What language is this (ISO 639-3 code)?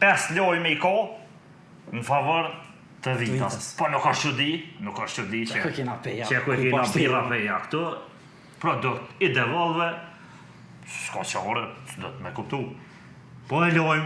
sqi